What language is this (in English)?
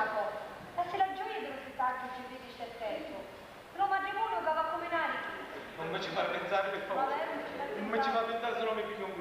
Sicilian